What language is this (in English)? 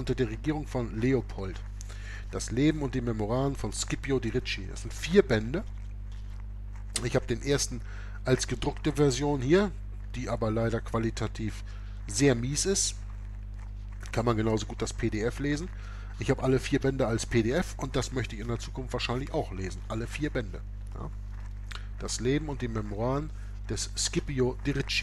German